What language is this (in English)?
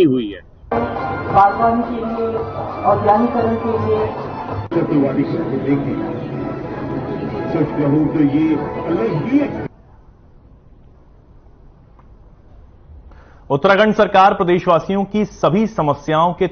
Hindi